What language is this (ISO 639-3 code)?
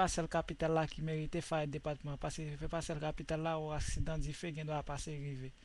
hat